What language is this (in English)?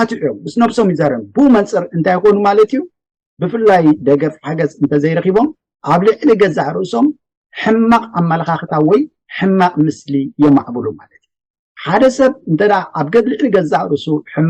Tigrinya